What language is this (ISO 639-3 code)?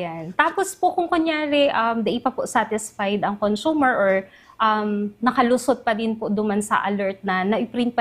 bik